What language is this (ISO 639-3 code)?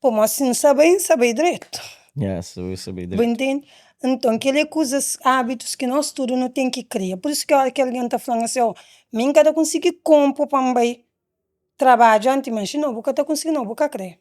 kea